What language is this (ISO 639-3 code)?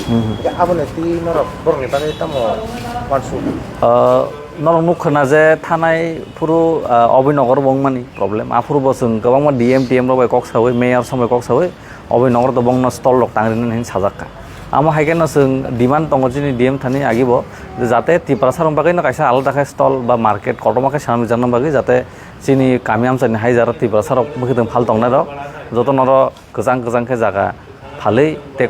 trp